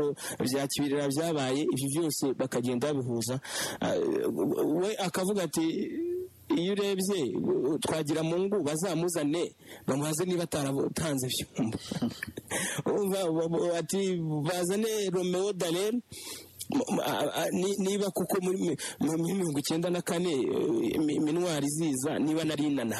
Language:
Kinyarwanda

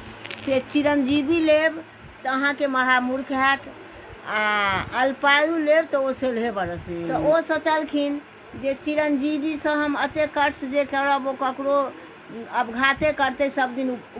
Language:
Maithili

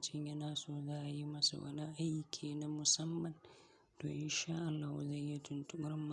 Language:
Hausa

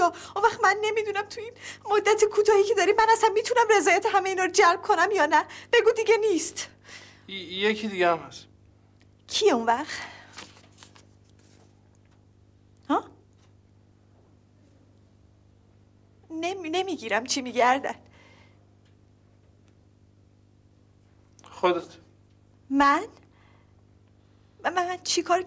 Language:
Persian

